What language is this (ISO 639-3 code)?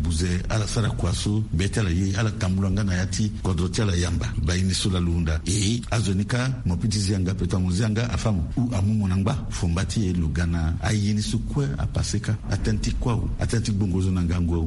sag